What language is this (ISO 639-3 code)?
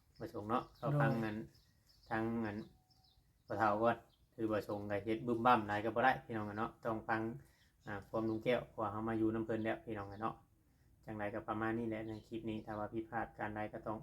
tts